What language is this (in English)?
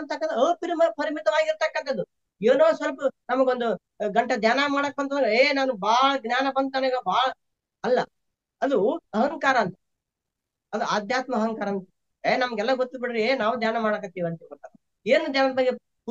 Kannada